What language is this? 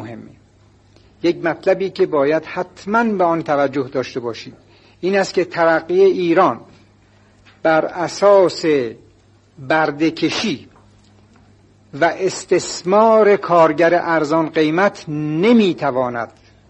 Persian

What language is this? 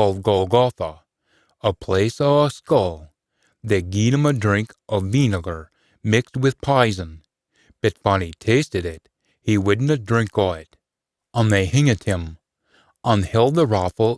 Scots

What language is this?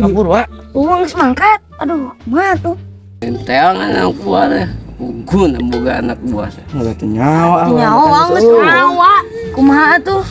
Sundanese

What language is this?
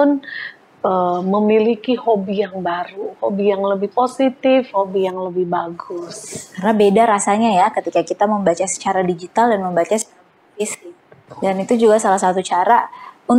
Indonesian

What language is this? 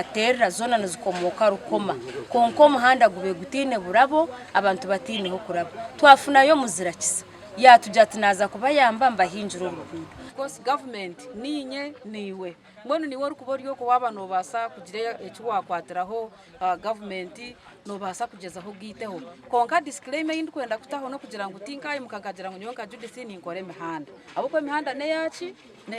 Nyankole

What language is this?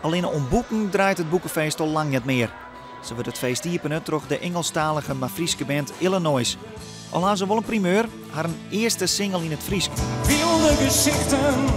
Western Frisian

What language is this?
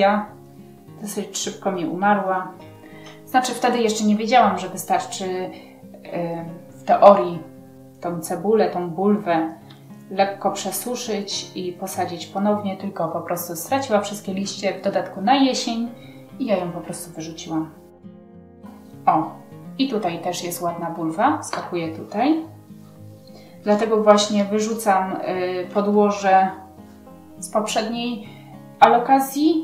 Polish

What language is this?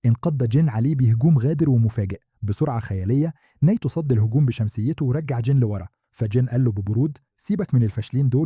Egyptian Arabic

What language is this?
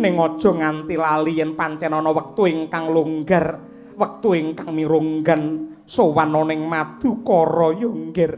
Javanese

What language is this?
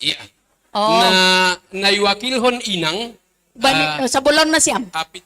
Batak Simalungun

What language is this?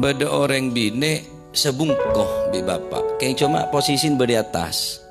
Madurese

